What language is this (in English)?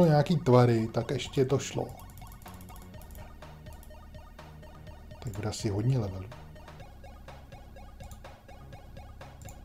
Czech